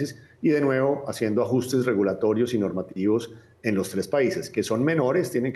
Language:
Spanish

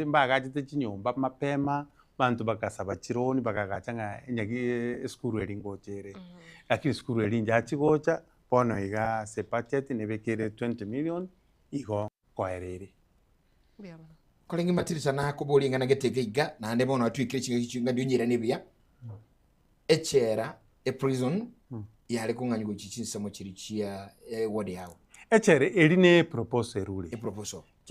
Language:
Gusii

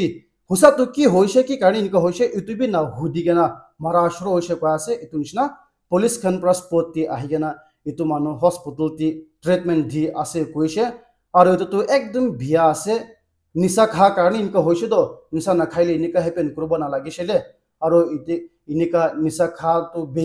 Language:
Naga Pidgin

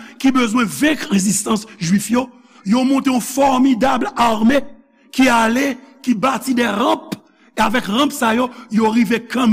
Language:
Haitian Creole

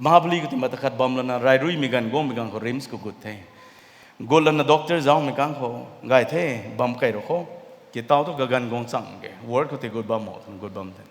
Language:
Rongmei Naga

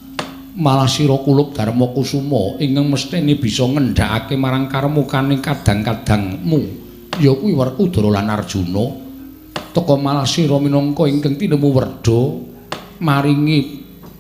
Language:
Javanese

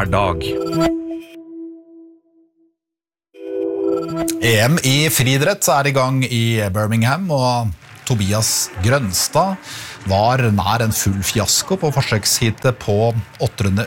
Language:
Norwegian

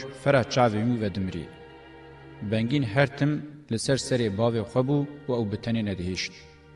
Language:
Kurdish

